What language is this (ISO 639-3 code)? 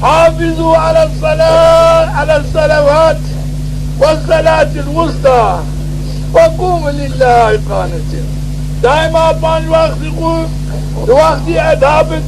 zza